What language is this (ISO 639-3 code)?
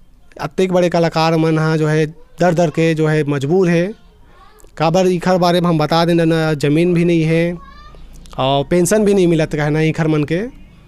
hne